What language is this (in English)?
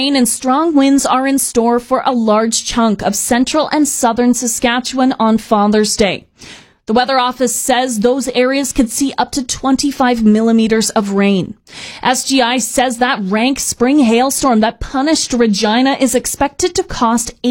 English